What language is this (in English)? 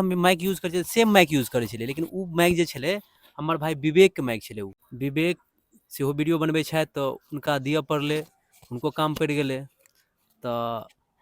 Maithili